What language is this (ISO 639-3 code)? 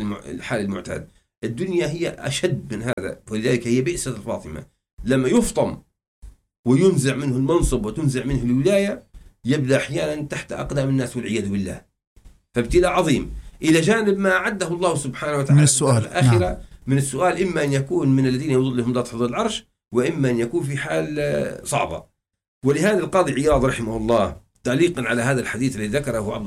ara